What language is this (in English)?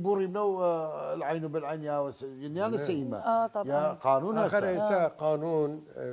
Southern Kurdish